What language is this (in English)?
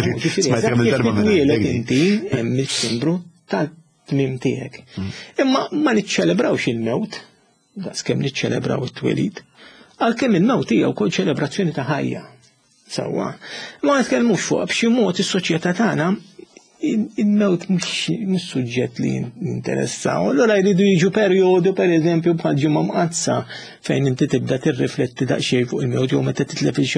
Maltese